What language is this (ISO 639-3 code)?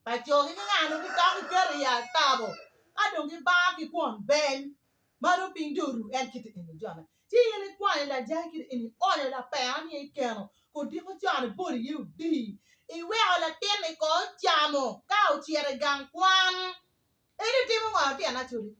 ach